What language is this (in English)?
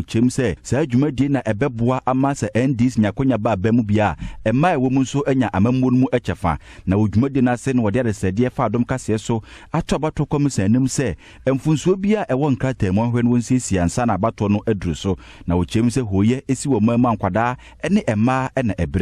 Akan